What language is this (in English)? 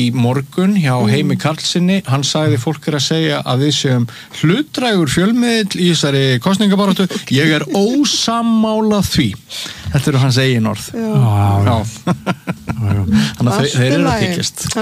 Icelandic